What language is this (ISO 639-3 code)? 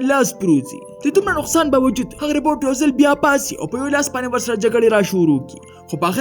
pus